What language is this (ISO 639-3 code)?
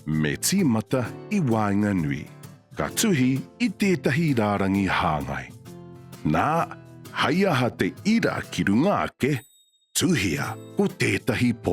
mri